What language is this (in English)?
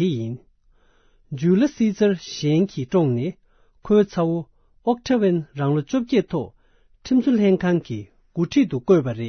Tibetan